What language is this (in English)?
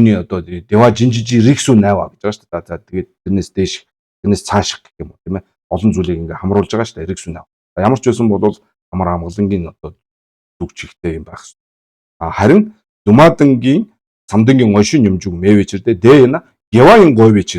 Mongolian